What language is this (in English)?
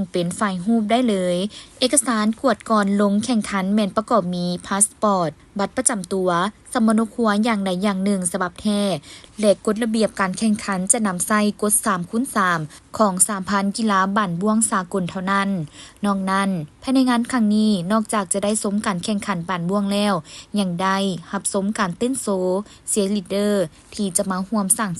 Lao